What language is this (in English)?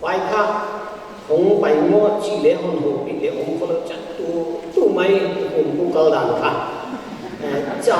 Paite Chin